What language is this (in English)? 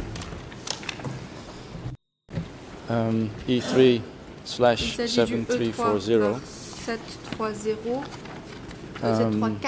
French